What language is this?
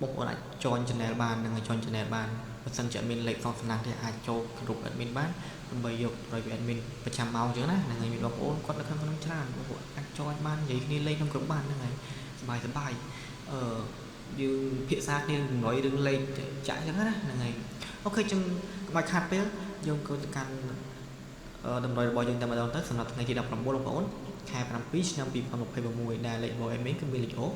Khmer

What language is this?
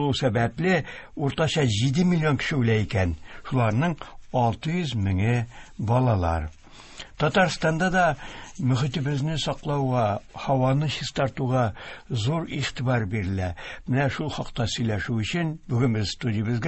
Tatar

